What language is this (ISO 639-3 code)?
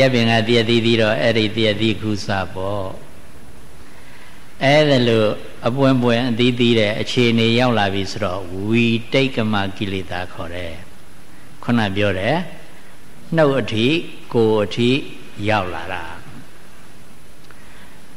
mya